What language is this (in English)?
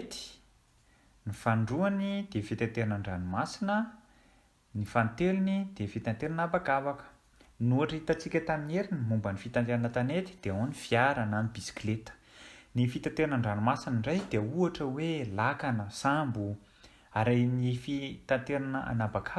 Malagasy